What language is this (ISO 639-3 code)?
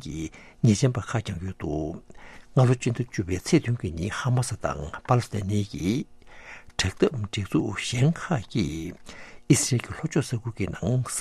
bod